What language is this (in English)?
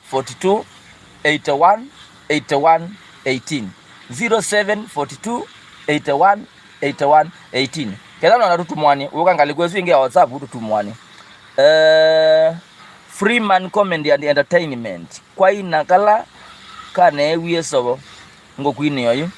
Kamba